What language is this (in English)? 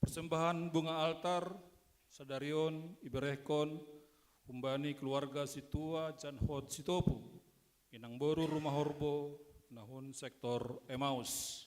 Batak Simalungun